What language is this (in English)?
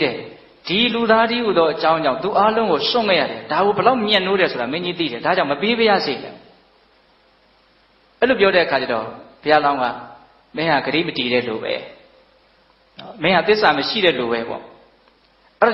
Burmese